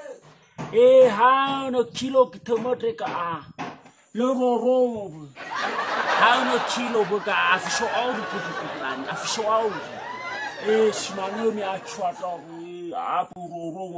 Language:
Nias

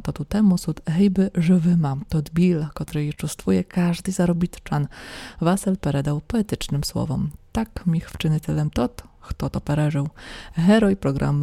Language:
Rusyn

